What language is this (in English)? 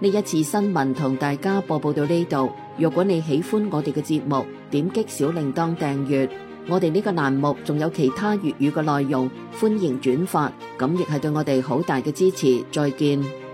Cantonese